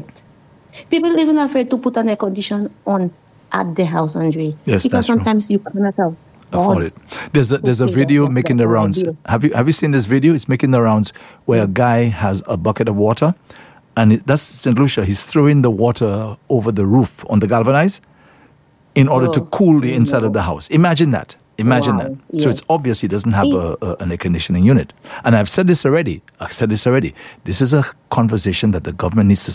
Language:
English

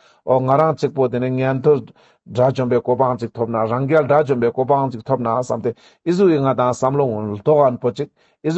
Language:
Ladakhi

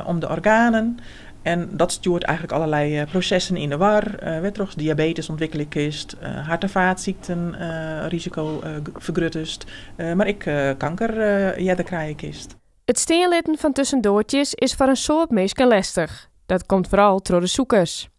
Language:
Western Frisian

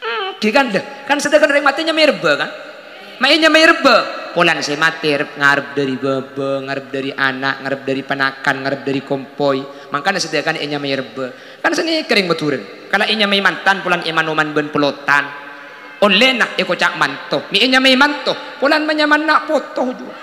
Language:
Madurese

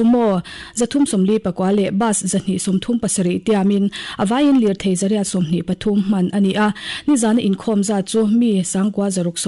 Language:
Mizo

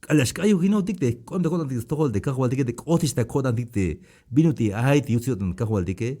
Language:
Tzeltal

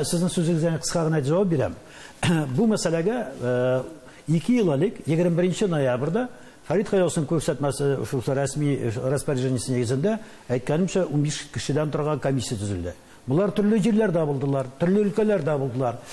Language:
Tatar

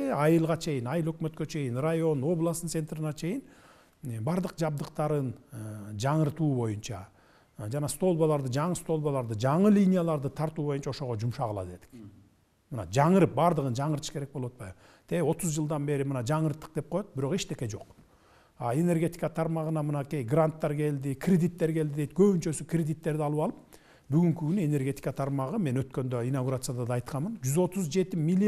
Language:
Kyrgyz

